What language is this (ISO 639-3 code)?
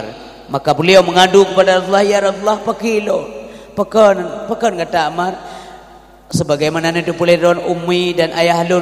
ace